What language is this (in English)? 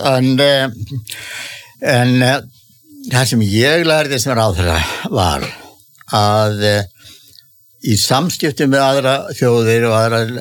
Icelandic